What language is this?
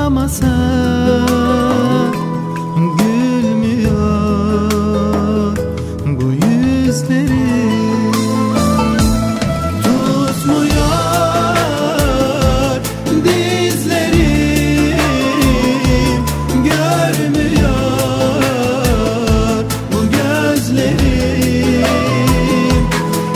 Turkish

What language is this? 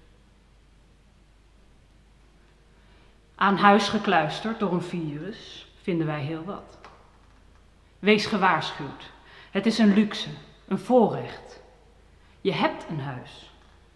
Dutch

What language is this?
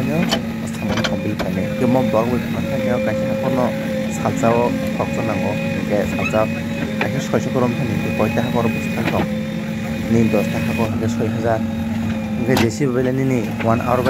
Kok Borok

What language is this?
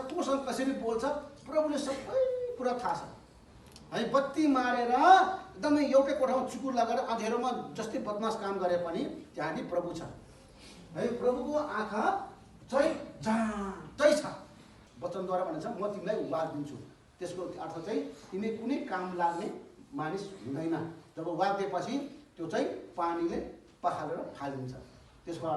Nepali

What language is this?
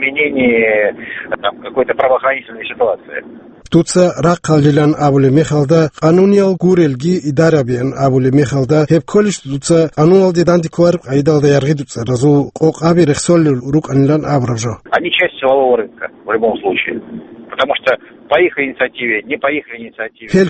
Avaric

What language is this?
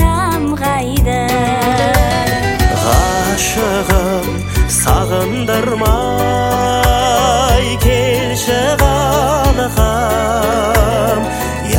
Kazakh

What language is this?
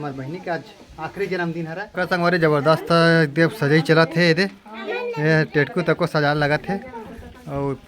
Chhattisgarhi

